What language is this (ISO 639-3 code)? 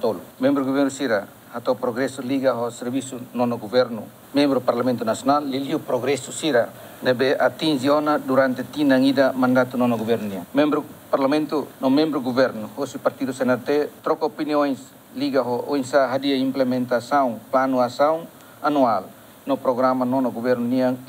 tet